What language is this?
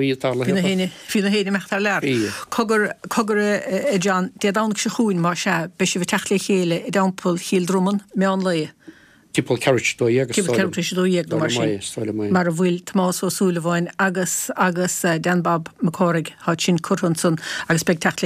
Irish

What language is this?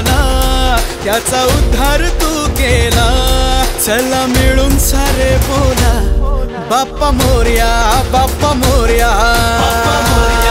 Marathi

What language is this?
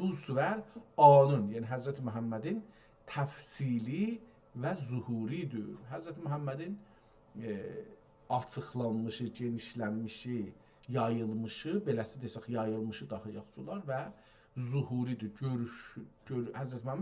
South Azerbaijani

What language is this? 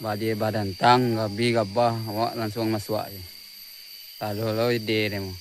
Minangkabau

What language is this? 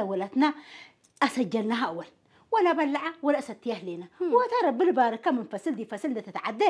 Tigrinya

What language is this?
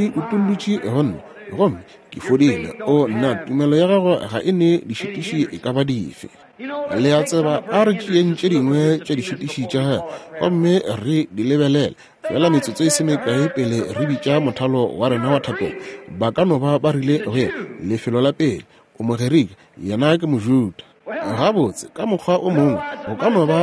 Northern Sotho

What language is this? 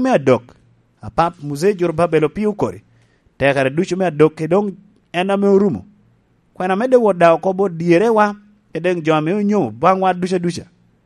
Lango (Uganda)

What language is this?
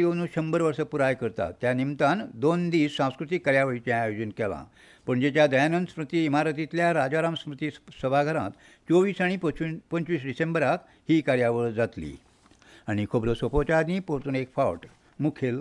Konkani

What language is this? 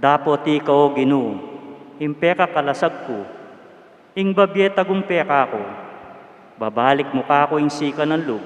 Pampanga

